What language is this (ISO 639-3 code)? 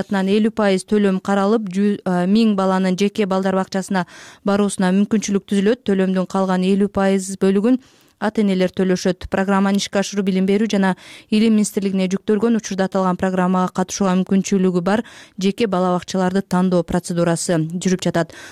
kir